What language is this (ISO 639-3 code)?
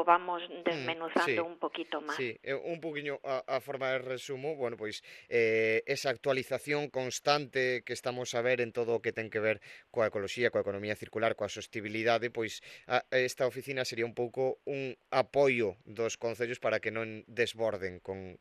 glg